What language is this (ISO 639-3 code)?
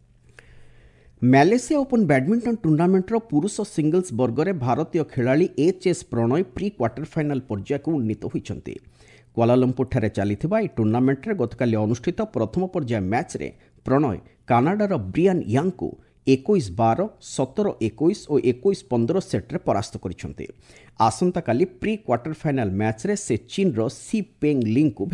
ori